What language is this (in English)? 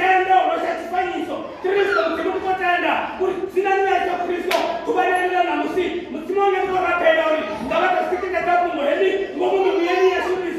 Venda